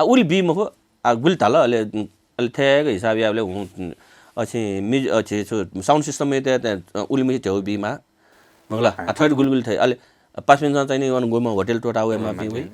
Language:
Newari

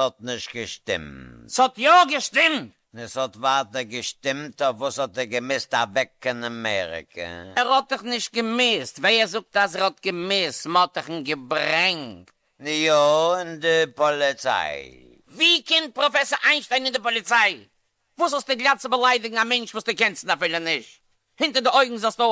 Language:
Yiddish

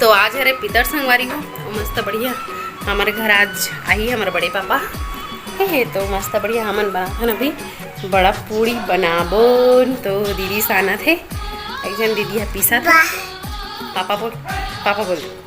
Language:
Chhattisgarhi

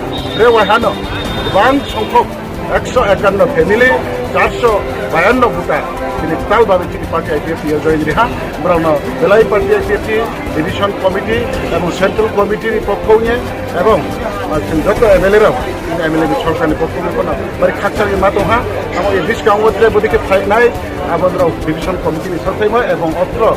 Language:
Riang (India)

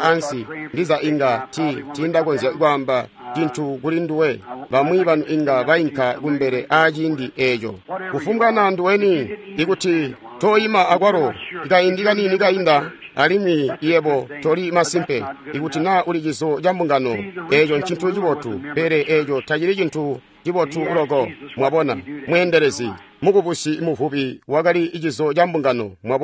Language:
Tonga (Zambia)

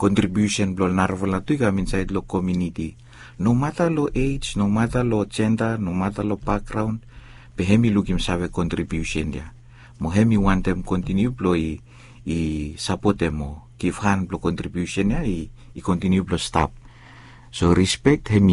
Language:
Bislama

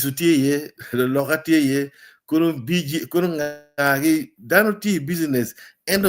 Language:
Acoli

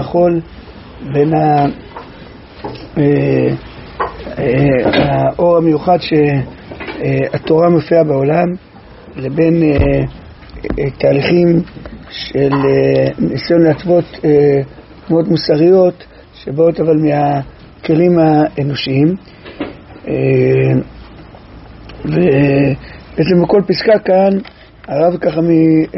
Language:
Hebrew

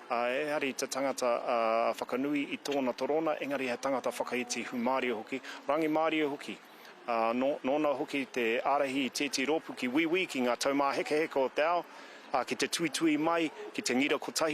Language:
Māori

